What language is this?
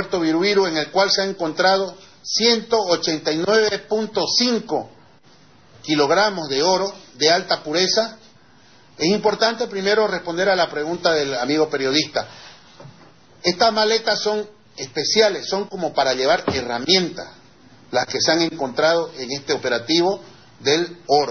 Spanish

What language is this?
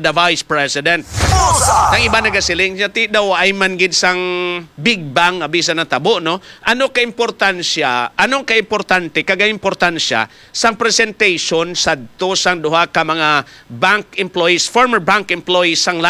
Hiligaynon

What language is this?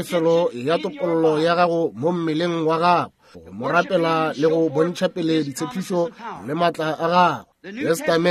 Northern Sotho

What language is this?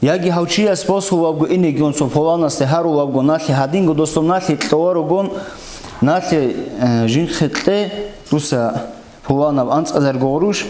Avaric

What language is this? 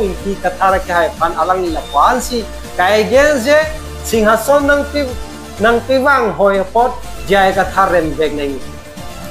Karbi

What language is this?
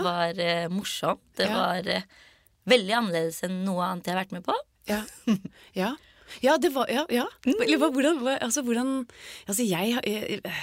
Norwegian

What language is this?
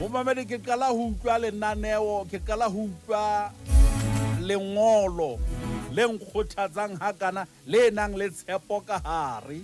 Southern Sotho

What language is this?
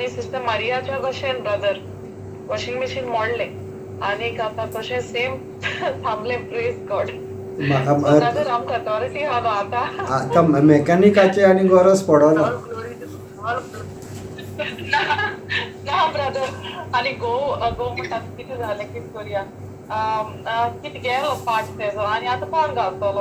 Konkani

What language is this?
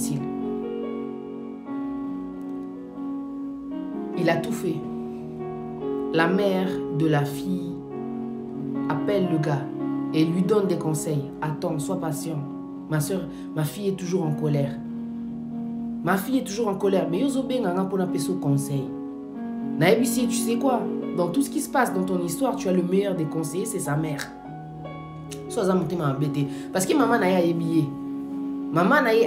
French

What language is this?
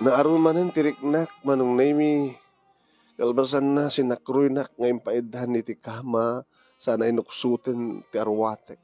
Iloko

